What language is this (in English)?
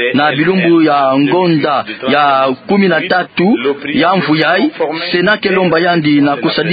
Kituba (Democratic Republic of Congo)